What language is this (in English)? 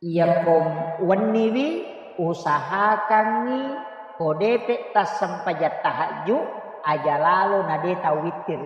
Buginese